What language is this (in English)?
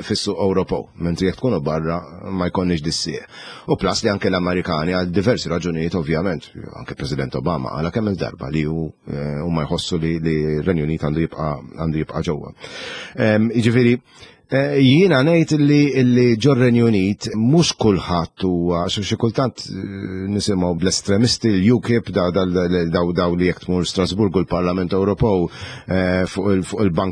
Maltese